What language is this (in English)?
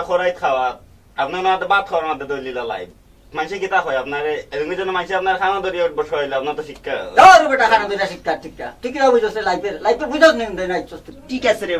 Sylheti